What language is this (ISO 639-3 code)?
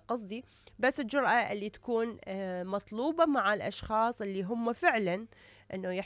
acm